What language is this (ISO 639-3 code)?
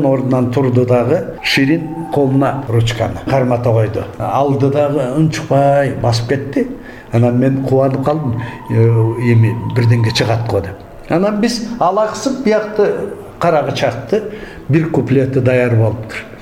kir